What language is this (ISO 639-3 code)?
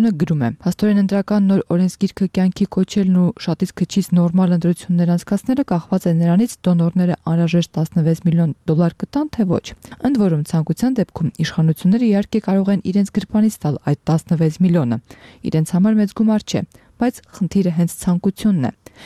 hye